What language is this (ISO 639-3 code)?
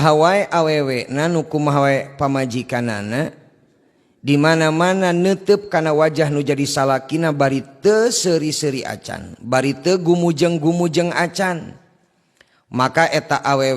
sun